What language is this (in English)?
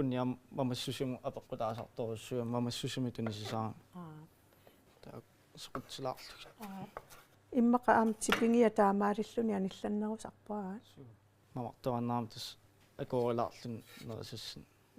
Kalaallisut